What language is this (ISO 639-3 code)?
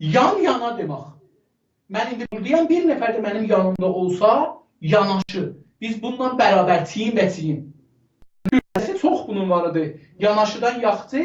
azb